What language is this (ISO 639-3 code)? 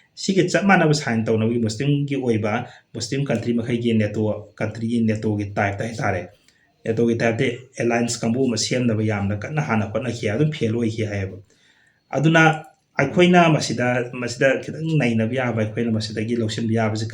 mni